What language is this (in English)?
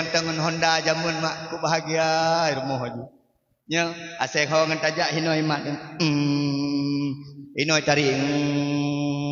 Achinese